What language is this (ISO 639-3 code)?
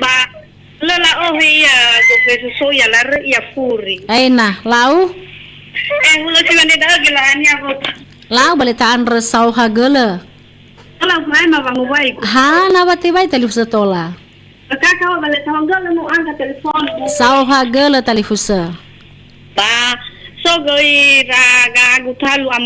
nia